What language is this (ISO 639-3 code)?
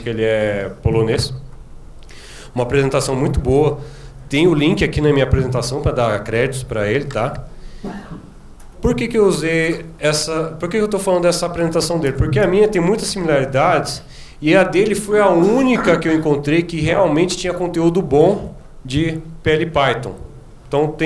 por